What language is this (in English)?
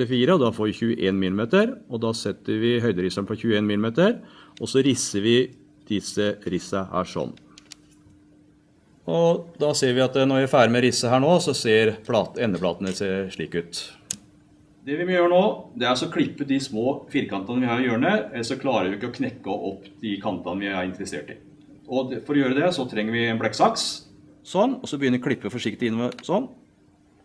Norwegian